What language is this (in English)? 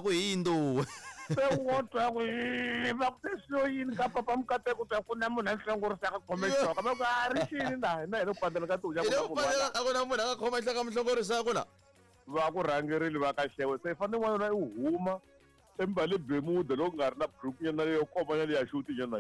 Tsonga